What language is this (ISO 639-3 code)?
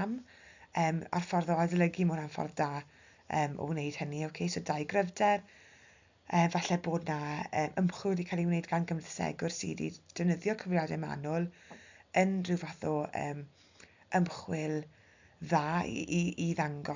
cym